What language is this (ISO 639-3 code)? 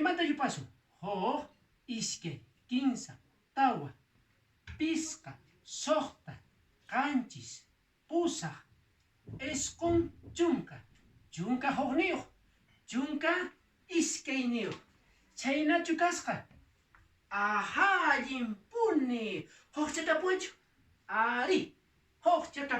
que